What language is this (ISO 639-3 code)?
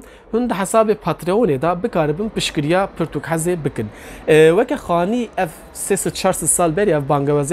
kur